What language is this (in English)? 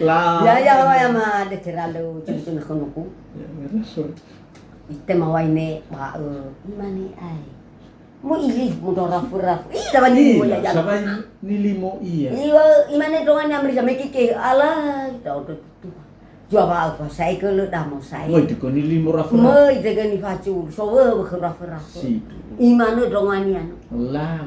Nias